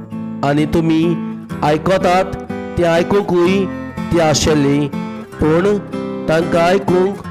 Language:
Konkani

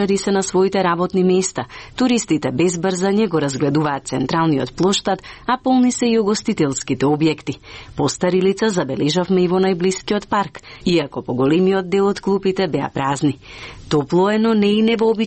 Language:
Macedonian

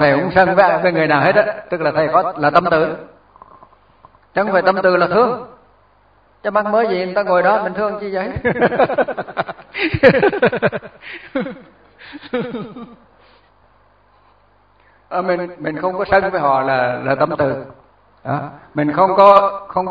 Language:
Vietnamese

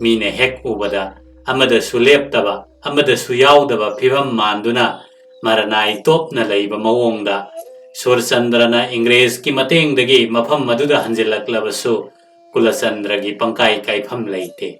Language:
Manipuri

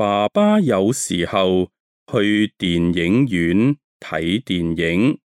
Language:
Cantonese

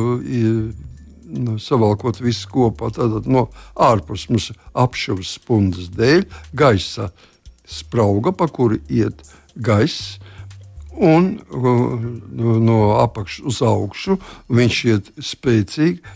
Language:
Latvian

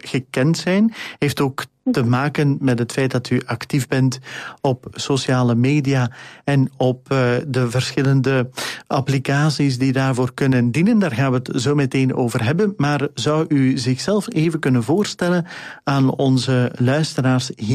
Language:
Dutch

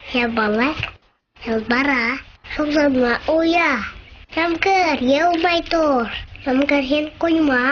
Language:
Bashkir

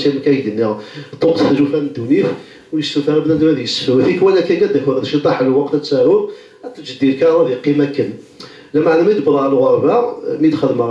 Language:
Kabyle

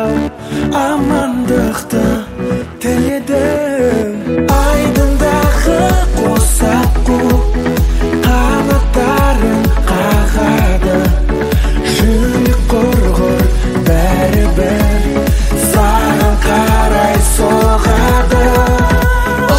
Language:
Kazakh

